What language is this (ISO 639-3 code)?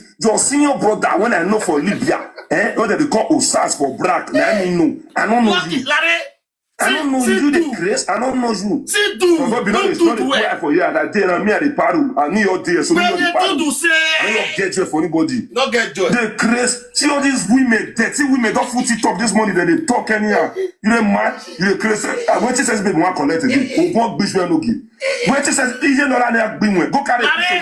pcm